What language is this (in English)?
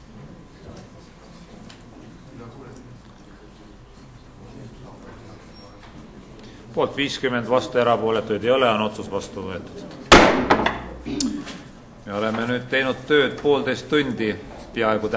Estonian